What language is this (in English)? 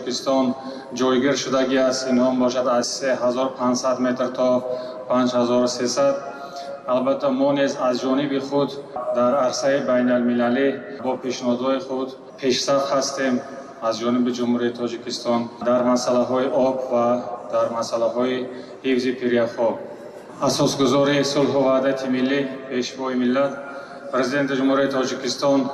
Tajik